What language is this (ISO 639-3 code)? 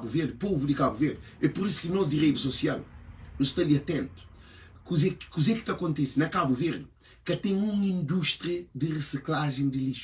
kea